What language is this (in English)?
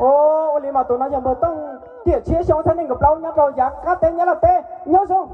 Hmong